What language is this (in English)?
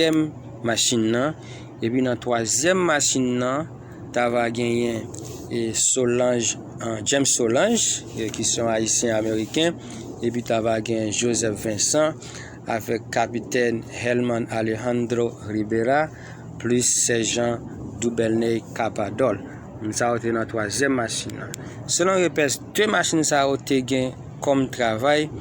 Haitian Creole